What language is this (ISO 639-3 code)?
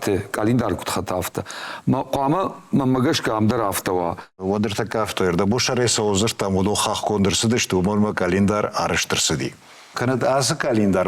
oss